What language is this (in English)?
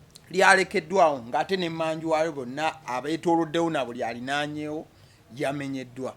Ganda